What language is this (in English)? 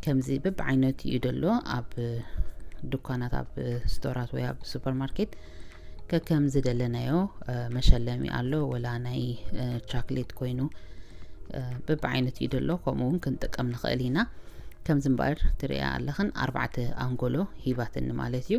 Tigrinya